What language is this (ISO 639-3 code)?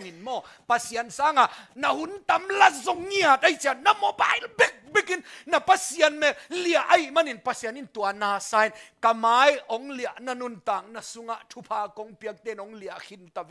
ctd